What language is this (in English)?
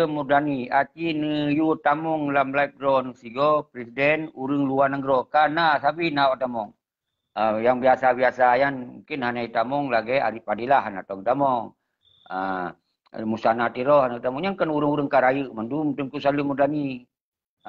Achinese